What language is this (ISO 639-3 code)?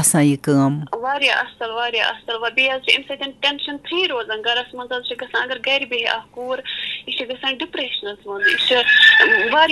kas